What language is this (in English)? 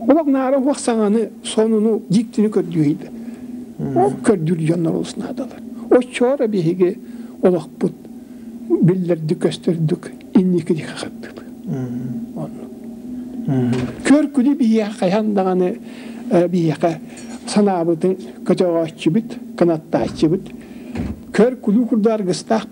Yakut